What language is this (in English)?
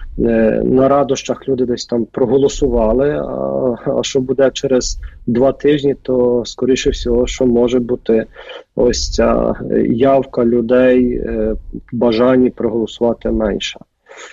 Ukrainian